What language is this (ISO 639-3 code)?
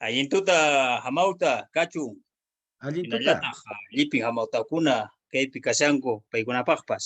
que